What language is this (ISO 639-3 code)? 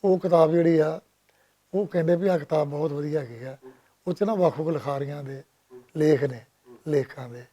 lah